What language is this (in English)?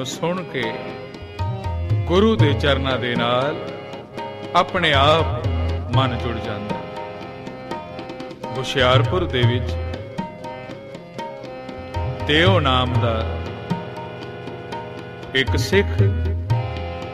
Punjabi